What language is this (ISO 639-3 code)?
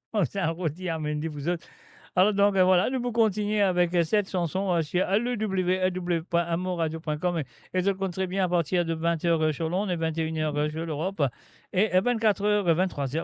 mfe